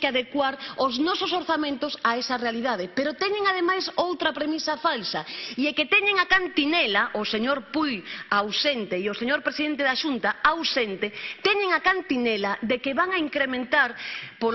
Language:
Galician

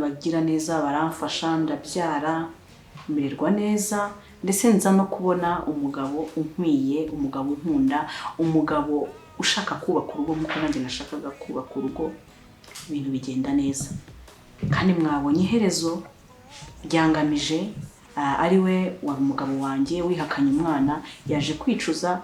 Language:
Kinyarwanda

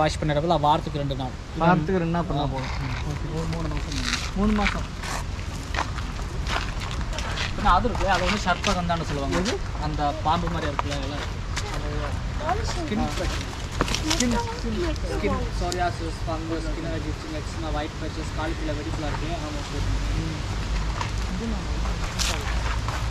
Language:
Tamil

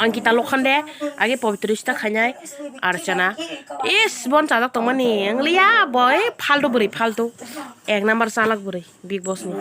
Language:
Kok Borok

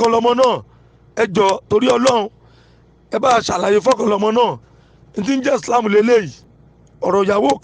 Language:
Yoruba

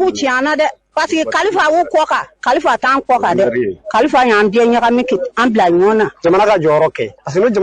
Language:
Bambara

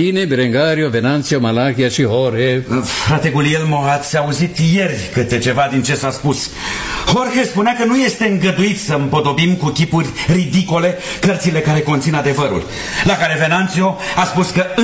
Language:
Romanian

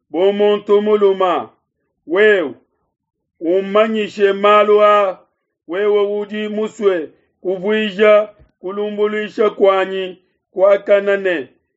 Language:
Luba-Lulua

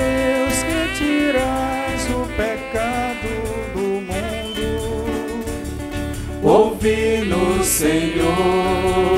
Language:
Portuguese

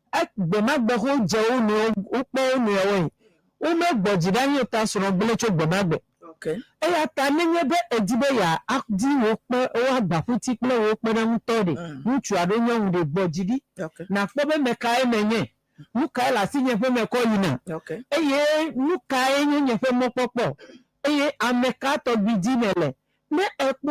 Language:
Ewe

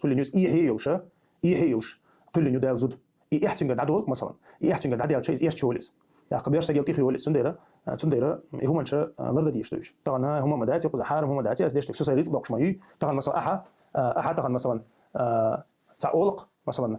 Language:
Chechen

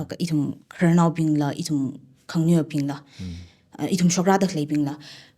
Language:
Tangkhul Naga (India)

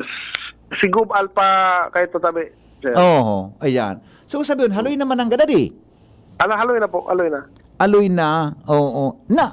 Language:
Bikol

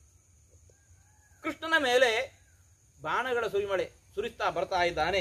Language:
Kannada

